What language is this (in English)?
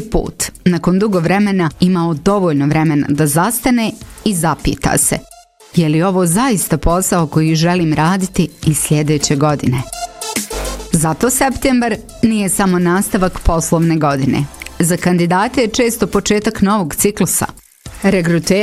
Bosnian